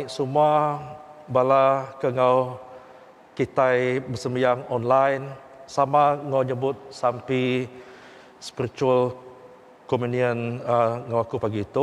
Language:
Iban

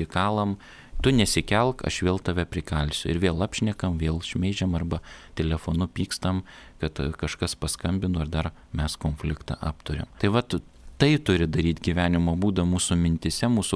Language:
Lithuanian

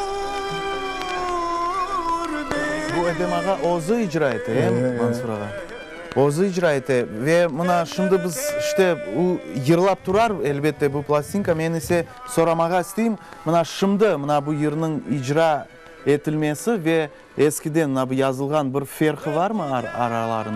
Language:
Crimean Tatar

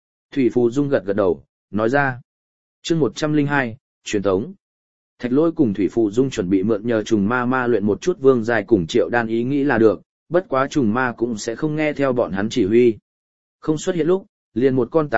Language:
Vietnamese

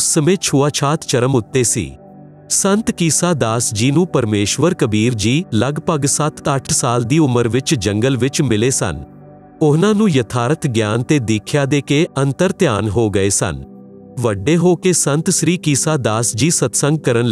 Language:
Punjabi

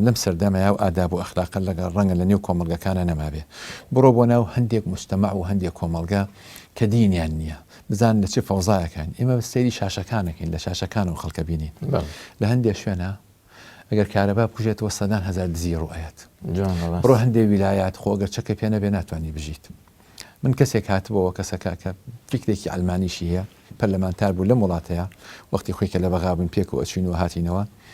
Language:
Central Kurdish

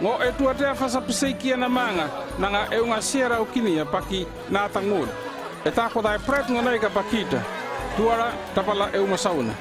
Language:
North Efate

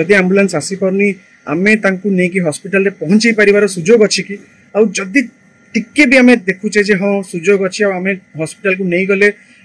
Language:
Odia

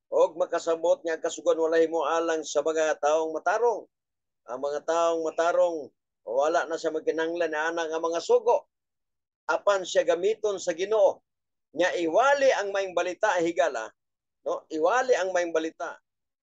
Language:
Cebuano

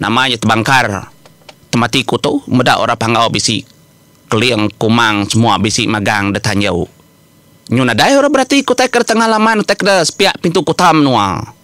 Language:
Iban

